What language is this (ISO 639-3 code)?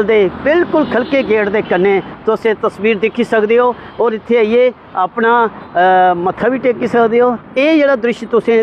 doi